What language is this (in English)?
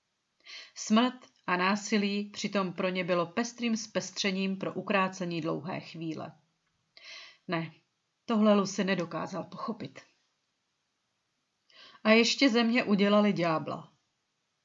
Czech